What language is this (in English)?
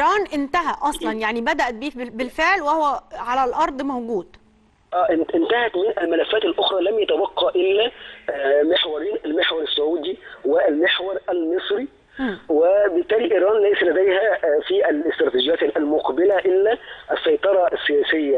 Egyptian Arabic